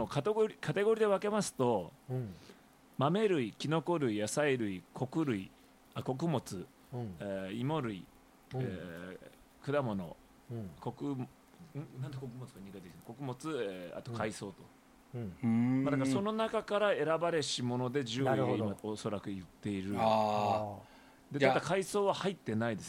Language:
Japanese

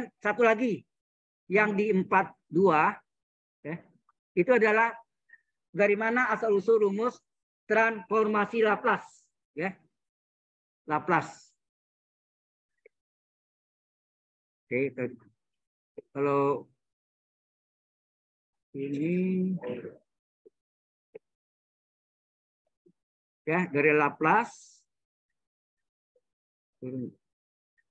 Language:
Indonesian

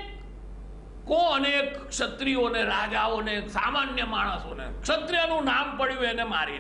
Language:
Gujarati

